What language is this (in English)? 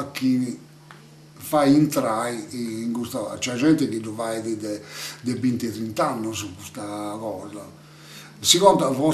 Sardinian